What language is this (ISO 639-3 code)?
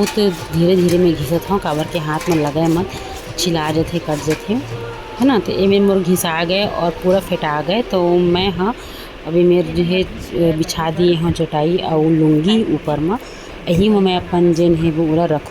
hne